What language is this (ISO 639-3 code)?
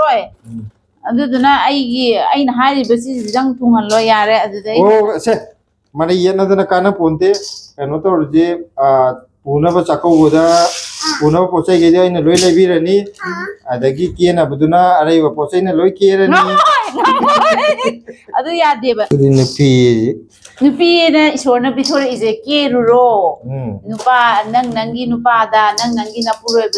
mni